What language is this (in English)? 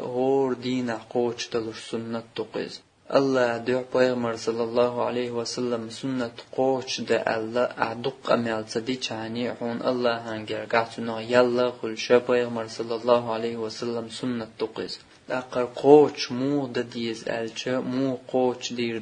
Chechen